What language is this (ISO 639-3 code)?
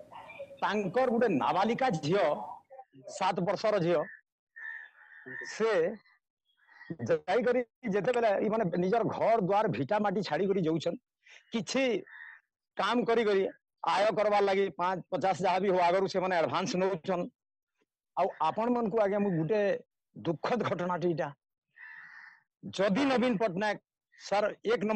ori